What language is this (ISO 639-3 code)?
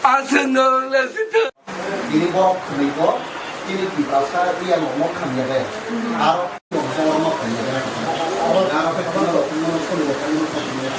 trp